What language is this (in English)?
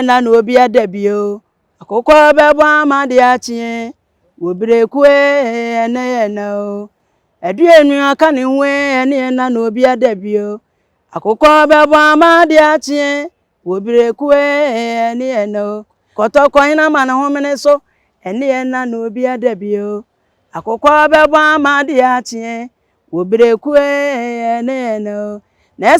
Akan